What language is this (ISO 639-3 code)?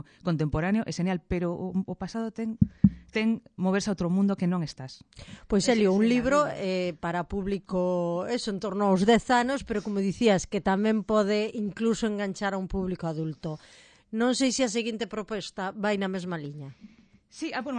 glg